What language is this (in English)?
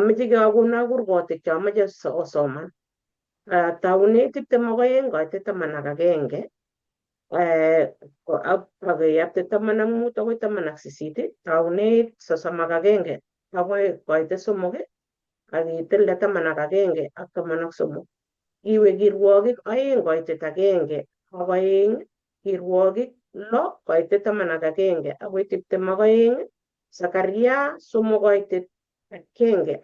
Kalenjin